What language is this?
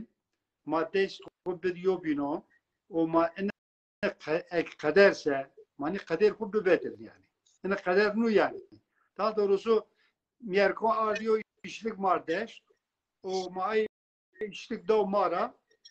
Zaza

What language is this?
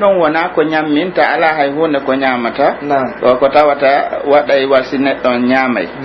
Pular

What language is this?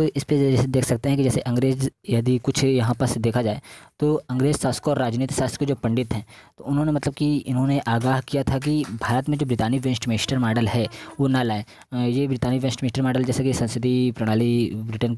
Hindi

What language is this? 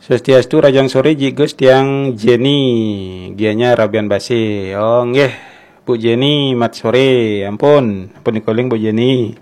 Balinese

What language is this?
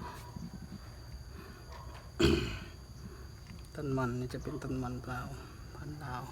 Lao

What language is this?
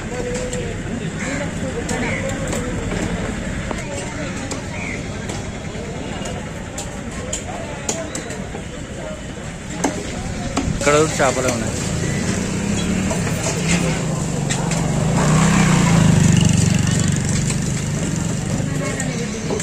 Telugu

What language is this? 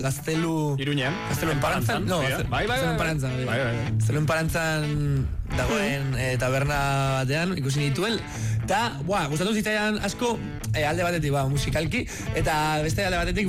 Basque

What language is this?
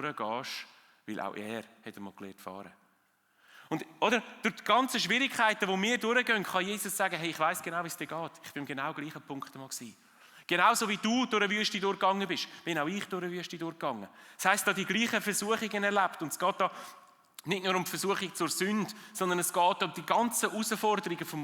Swiss German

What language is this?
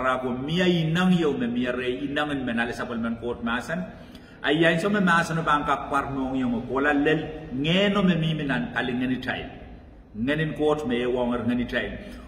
Pohnpeian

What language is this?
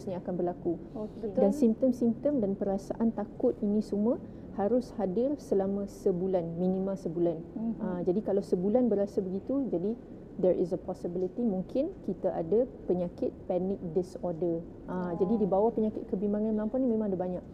Malay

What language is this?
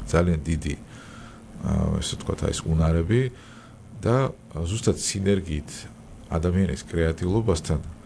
Georgian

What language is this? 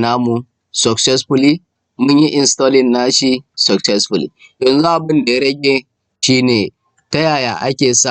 Hausa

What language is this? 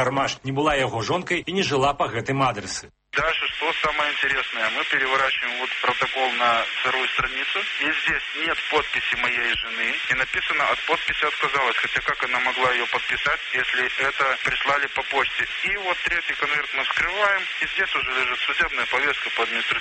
Belarusian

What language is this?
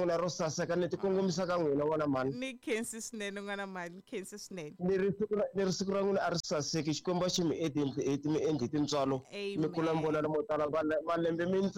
Tsonga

